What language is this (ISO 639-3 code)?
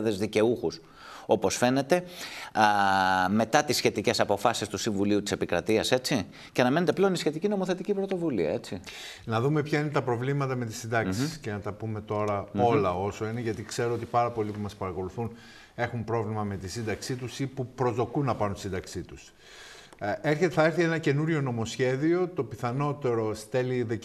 ell